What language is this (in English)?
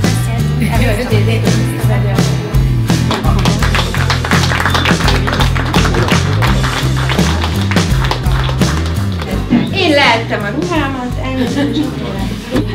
Hungarian